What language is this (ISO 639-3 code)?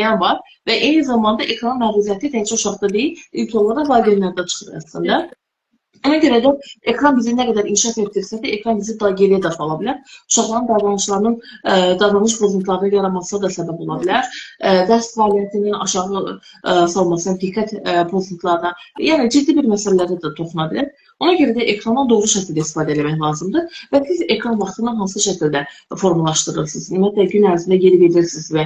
aze